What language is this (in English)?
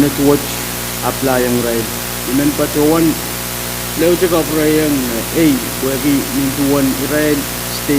Pohnpeian